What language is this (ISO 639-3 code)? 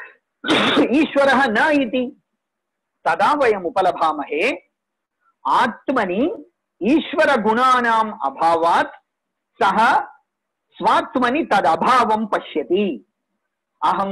san